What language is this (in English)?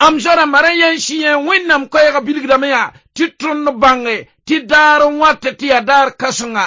Mossi